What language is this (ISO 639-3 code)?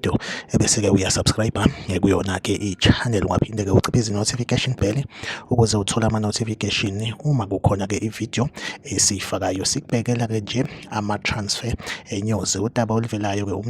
zul